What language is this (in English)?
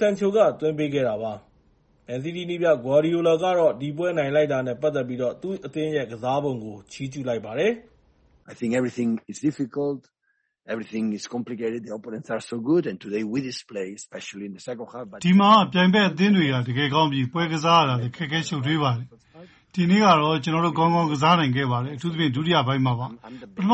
Burmese